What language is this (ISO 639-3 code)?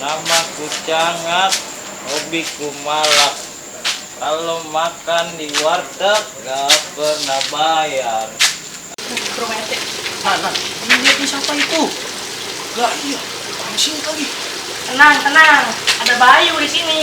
bew